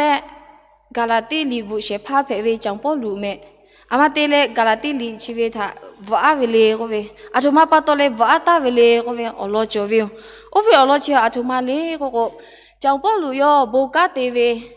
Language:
Lahu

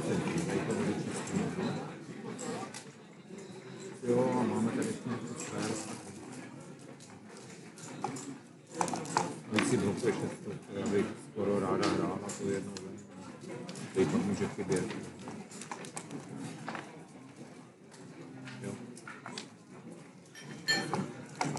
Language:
Czech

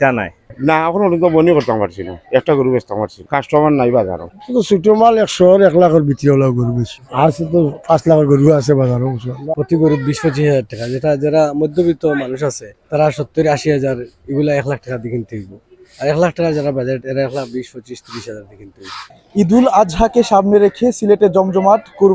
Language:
Sylheti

